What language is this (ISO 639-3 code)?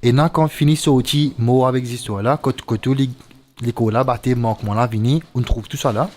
mfe